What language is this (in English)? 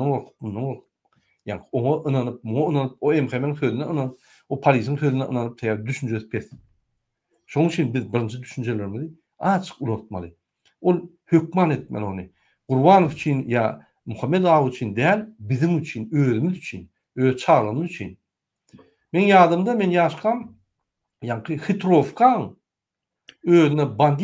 Turkmen